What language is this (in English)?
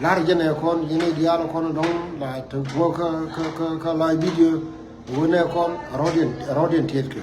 Nuer